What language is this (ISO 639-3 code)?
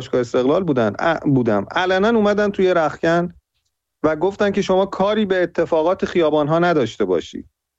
fas